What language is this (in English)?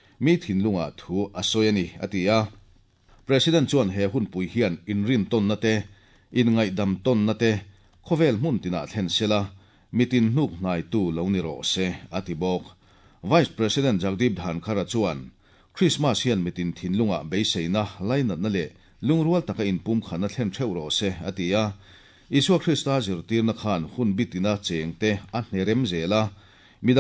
Mizo